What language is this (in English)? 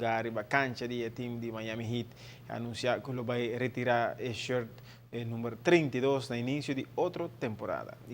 Papiamento